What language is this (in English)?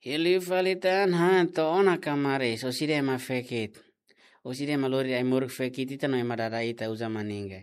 Tetum